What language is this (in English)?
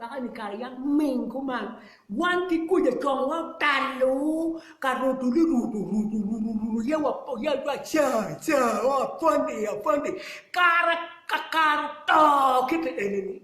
Acoli